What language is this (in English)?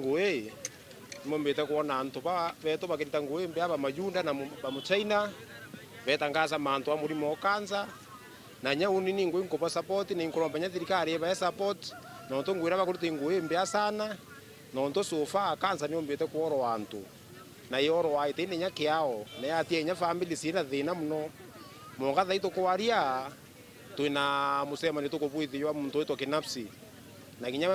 Meru